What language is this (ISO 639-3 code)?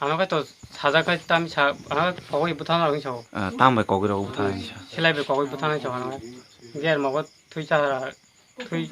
trp